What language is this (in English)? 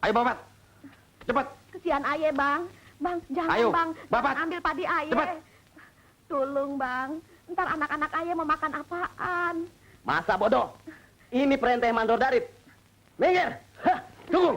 Betawi